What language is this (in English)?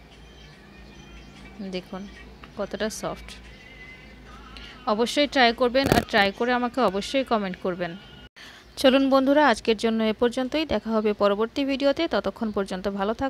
Bangla